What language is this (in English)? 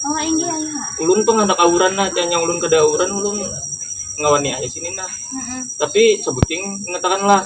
Banjar